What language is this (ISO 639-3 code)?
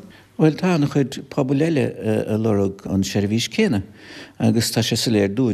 gle